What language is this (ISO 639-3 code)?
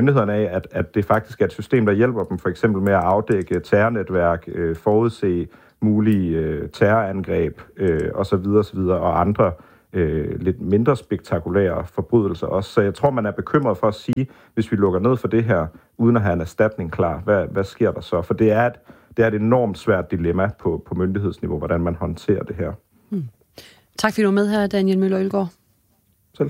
dan